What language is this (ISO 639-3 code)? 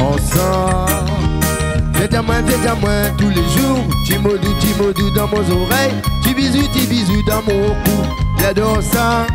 rcf